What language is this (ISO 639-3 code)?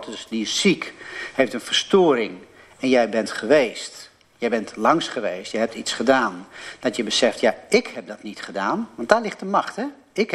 nld